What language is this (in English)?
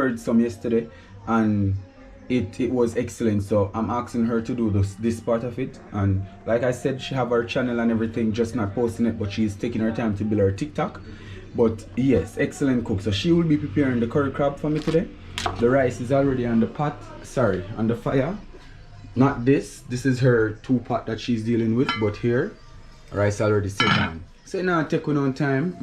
Jamaican Creole English